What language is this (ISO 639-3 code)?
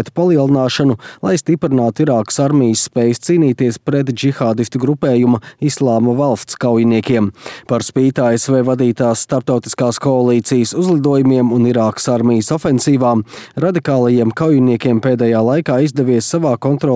lav